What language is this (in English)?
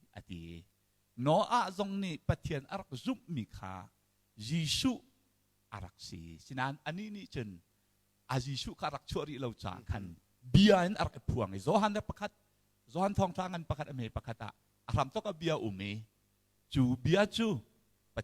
Hakha Chin